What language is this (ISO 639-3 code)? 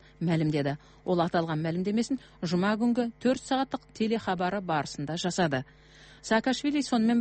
kaz